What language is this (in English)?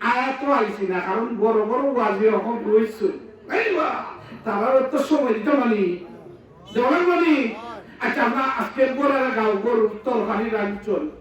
Sylheti